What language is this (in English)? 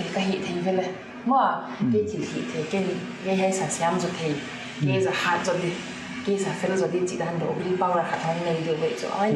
Paite Chin